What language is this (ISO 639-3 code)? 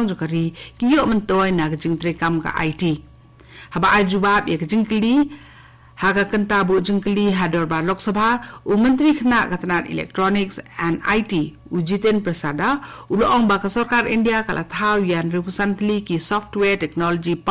kha